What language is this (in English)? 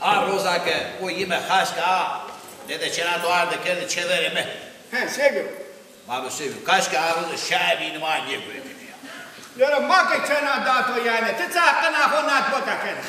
Zaza